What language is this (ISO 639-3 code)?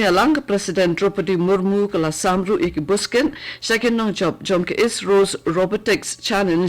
kha